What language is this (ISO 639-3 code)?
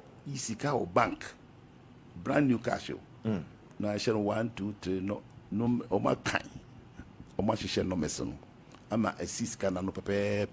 aka